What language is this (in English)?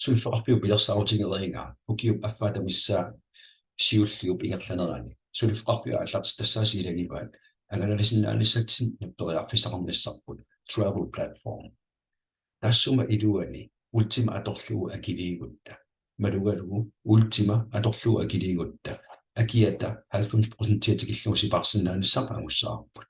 Kalaallisut